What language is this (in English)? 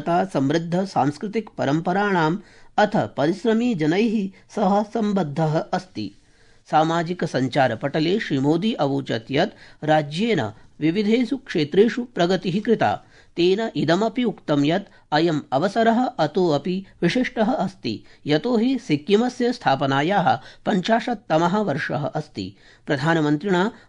Sanskrit